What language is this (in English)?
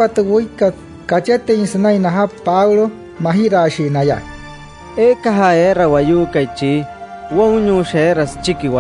Wayuu